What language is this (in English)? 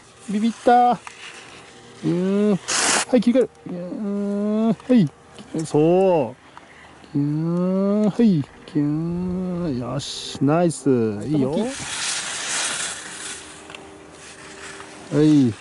Japanese